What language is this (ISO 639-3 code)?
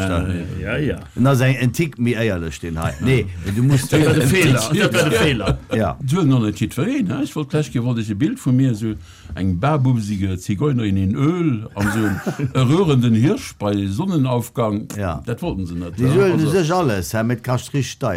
ltz